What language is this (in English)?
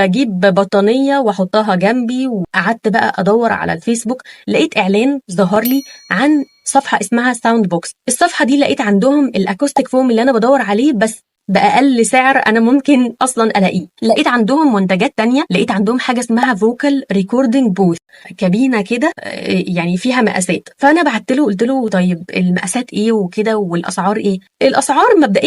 Egyptian Arabic